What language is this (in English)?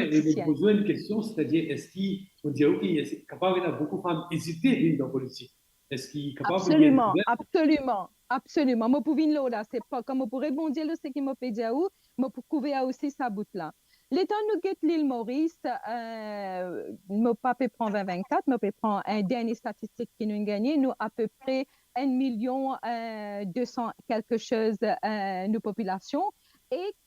Morisyen